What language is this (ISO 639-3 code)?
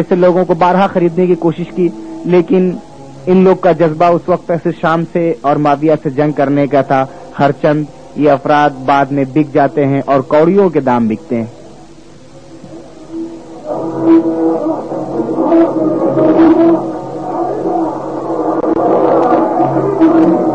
urd